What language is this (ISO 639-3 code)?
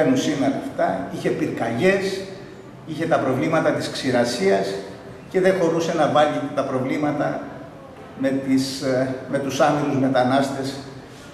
ell